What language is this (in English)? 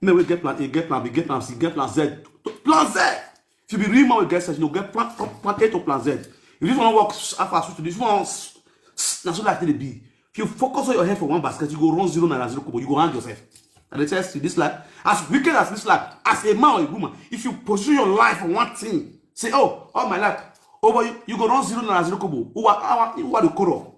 Nigerian Pidgin